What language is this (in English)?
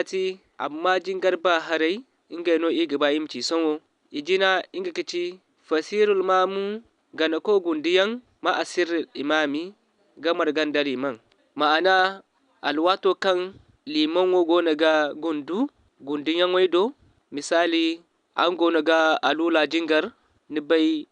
Zarma